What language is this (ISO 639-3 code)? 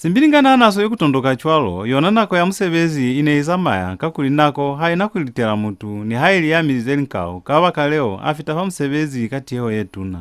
loz